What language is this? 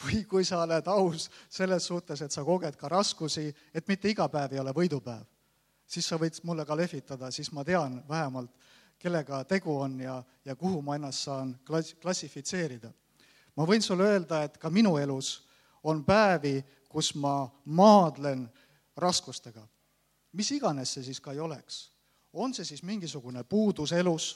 Estonian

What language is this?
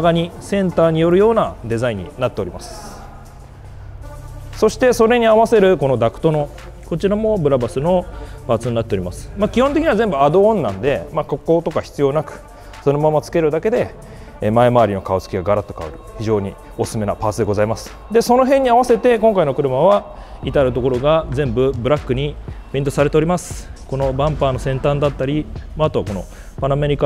Japanese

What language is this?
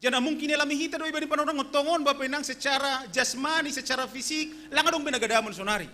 Batak Simalungun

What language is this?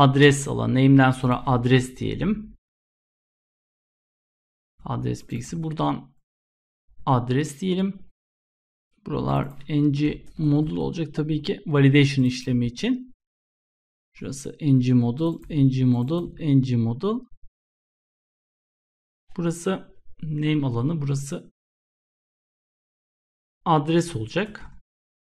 Turkish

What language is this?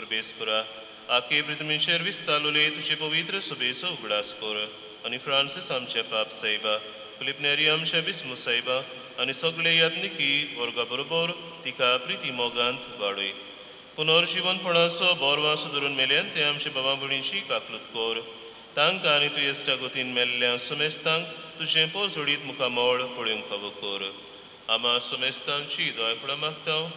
Konkani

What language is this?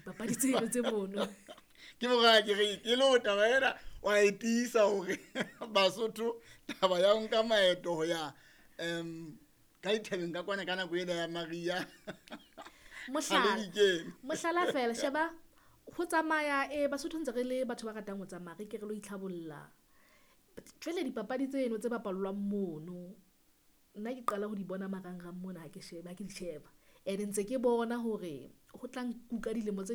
Southern Sotho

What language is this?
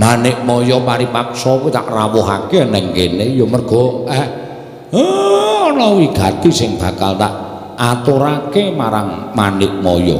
Javanese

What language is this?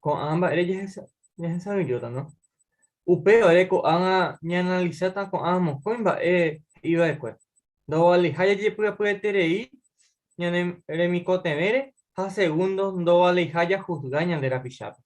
Guarani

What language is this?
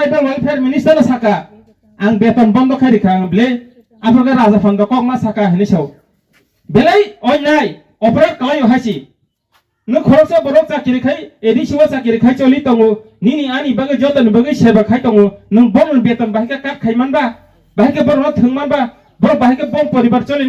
Kok Borok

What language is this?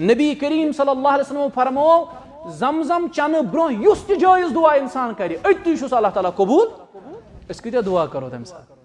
Kashmiri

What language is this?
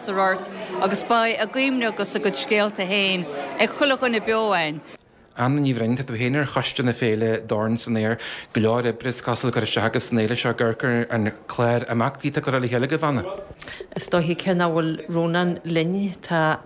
Irish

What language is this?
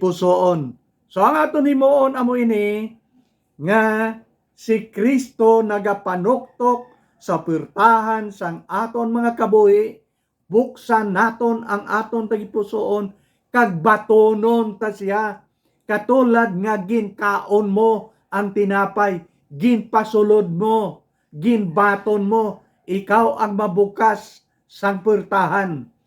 Hiligaynon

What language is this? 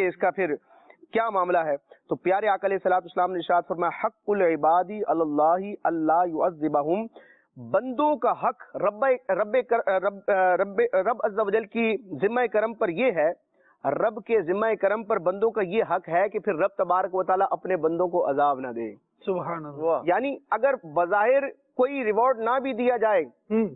Urdu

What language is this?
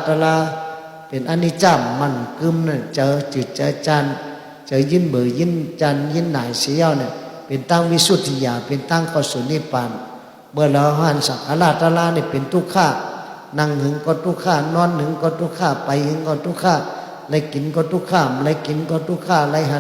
Shan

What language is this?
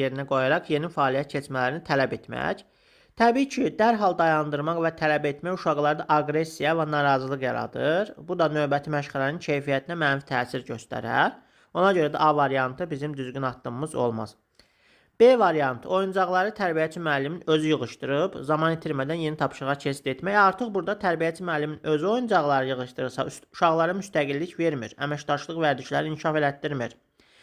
Azerbaijani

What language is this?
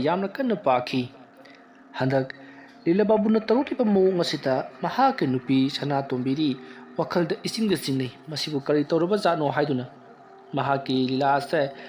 Manipuri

